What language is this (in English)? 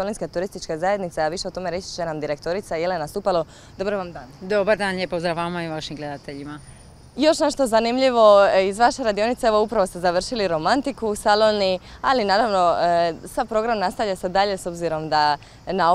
Croatian